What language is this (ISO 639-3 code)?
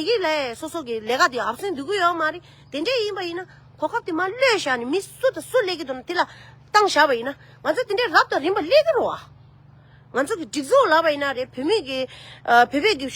bod